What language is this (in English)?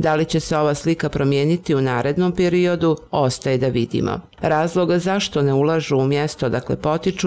Bosnian